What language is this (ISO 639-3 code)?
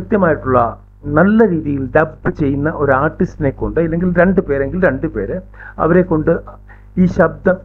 mal